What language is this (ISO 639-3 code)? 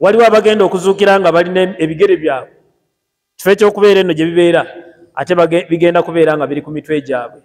lug